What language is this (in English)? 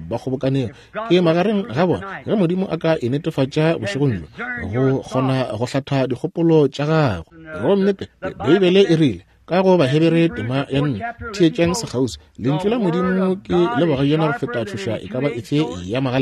Northern Sotho